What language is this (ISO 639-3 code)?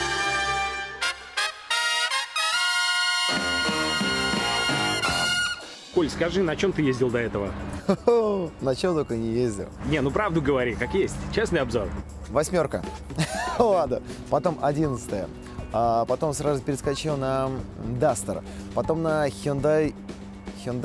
rus